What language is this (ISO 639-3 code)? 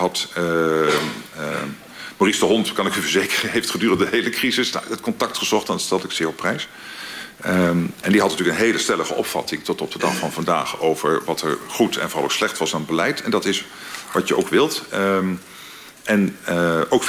nld